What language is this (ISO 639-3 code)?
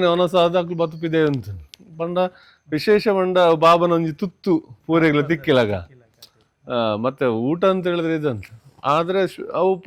tcy